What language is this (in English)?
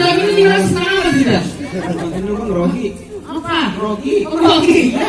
Betawi